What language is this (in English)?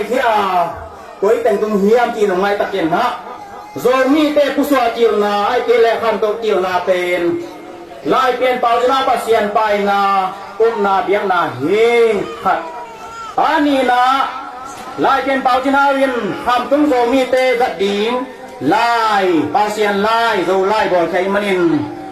Tedim Chin